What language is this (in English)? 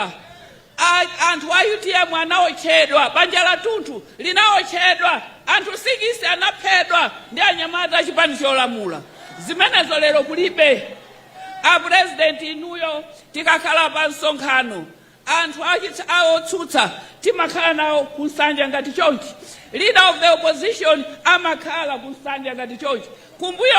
Nyanja